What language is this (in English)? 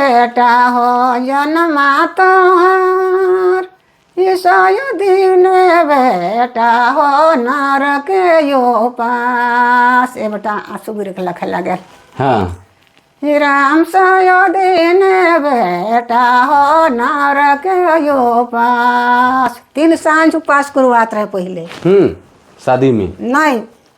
Sadri